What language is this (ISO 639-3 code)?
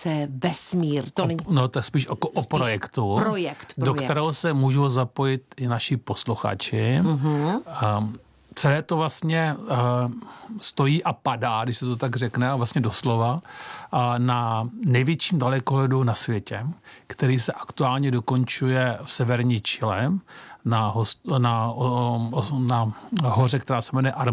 ces